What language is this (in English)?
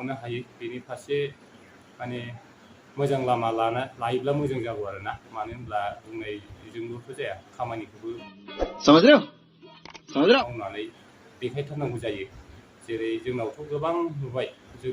Bodo